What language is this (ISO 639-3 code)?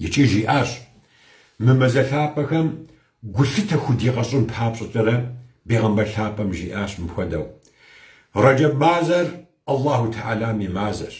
kbd